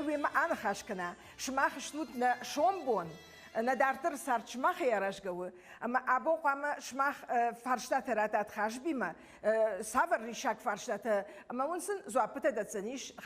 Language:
Ossetic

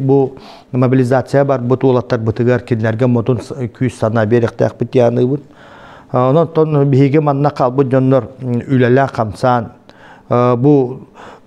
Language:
Yakut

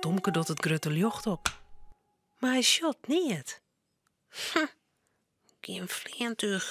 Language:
Western Frisian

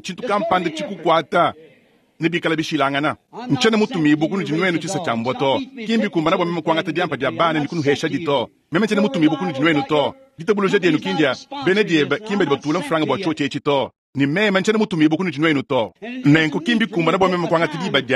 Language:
Luba-Lulua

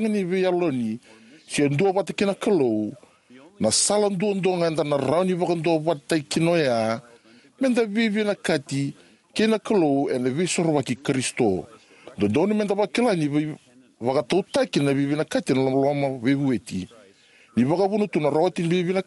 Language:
Fijian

